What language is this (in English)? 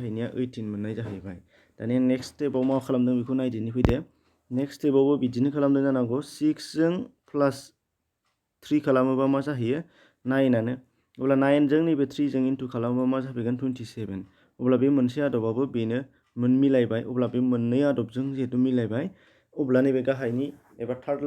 Bodo